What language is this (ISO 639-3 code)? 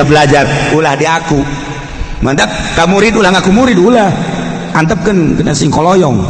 sun